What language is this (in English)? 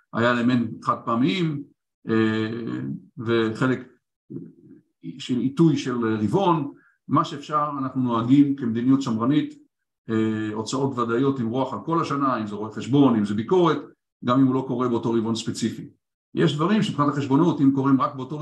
Hebrew